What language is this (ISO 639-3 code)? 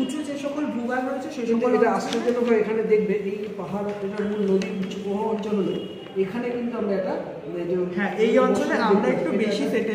ben